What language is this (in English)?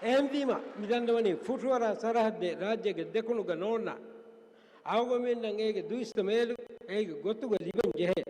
Divehi